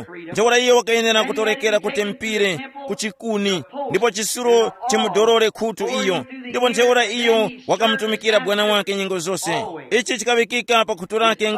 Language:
Tumbuka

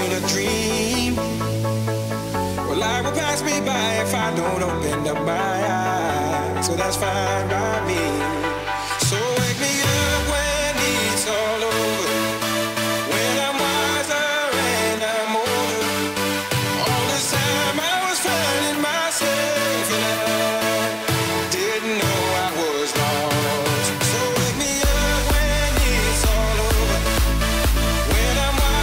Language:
English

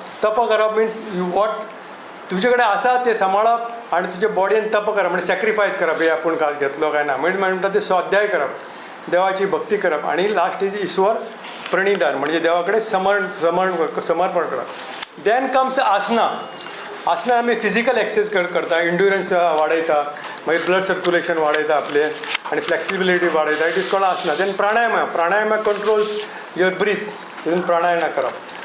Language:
Konkani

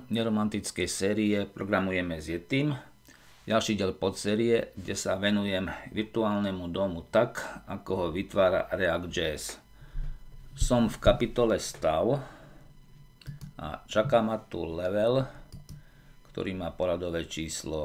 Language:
Slovak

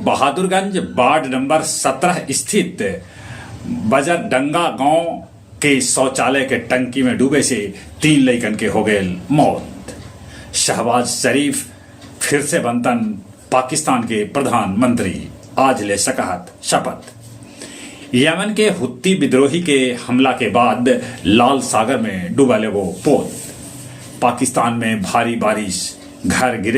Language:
Magahi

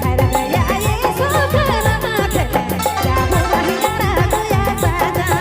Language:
Sadri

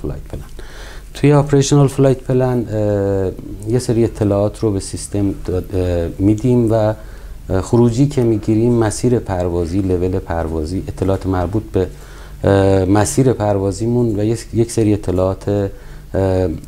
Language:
Persian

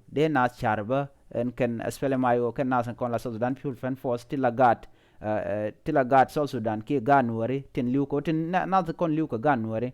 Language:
Nuer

